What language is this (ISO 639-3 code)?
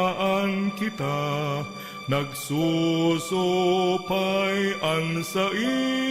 bik